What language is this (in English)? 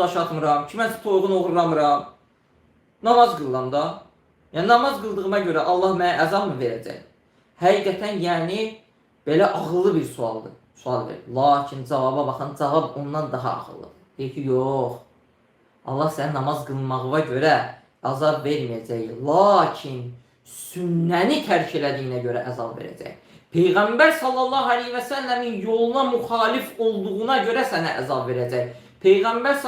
Azerbaijani